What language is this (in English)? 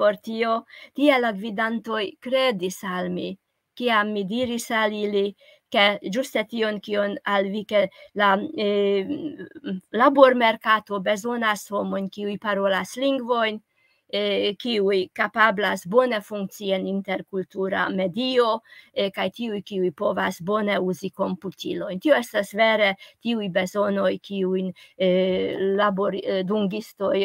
Esperanto